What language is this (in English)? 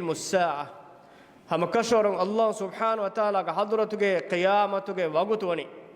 Divehi